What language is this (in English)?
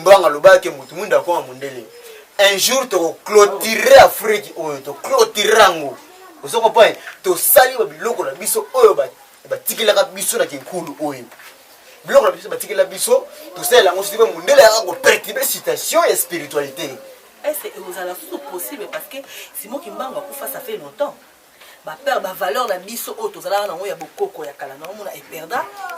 Lingala